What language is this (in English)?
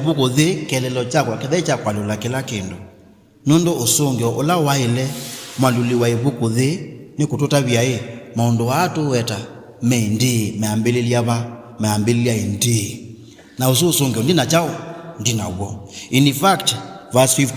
Kamba